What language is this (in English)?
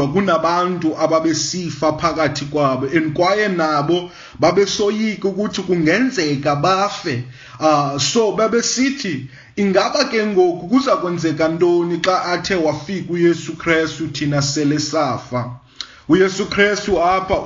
Xhosa